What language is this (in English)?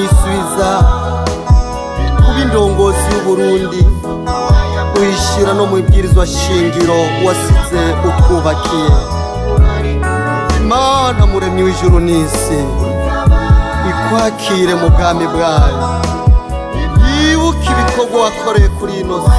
Rundi